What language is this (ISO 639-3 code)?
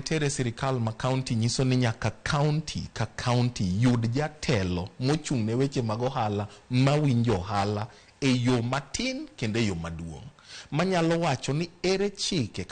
luo